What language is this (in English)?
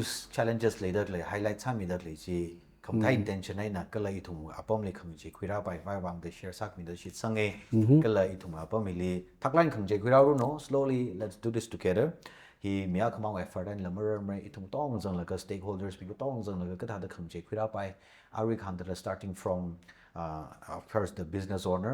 Tangkhul Naga (India)